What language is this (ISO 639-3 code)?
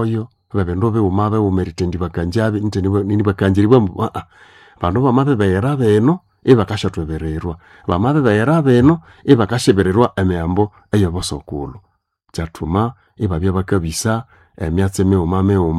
nnb